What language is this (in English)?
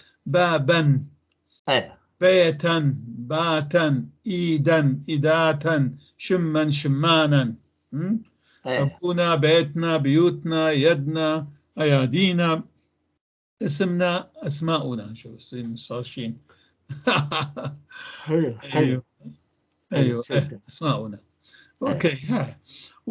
North Levantine Arabic